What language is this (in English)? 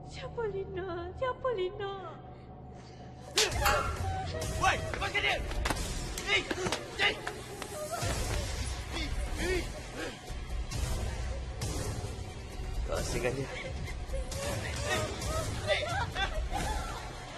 Malay